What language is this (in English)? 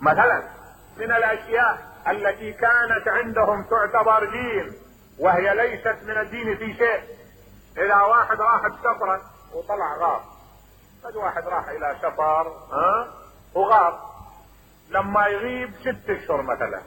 Mesopotamian Arabic